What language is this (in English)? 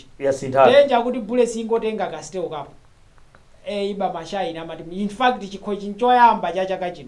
Nyanja